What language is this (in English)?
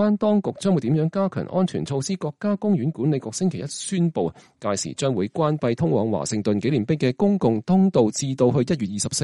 Cantonese